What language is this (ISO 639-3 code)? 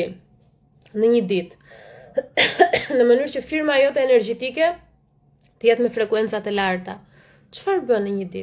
sqi